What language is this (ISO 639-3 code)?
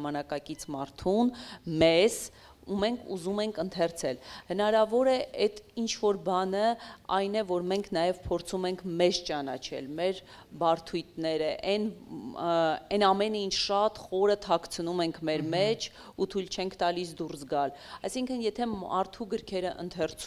hye